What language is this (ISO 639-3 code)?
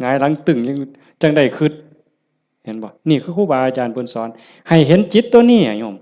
tts